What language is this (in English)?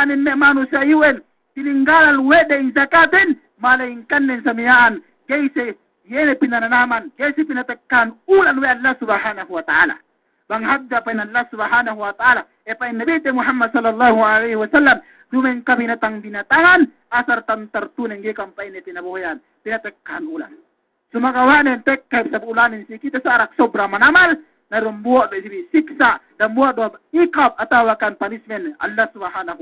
Yakan